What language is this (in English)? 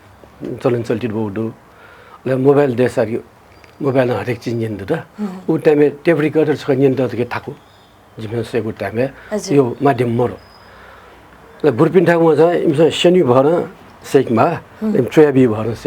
Newari